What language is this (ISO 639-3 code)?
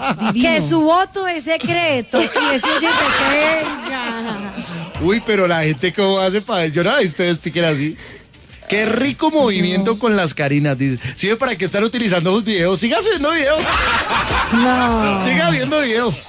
spa